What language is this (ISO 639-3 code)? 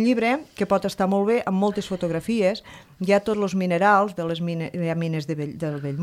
cat